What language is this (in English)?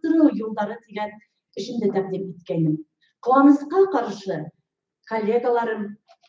Bashkir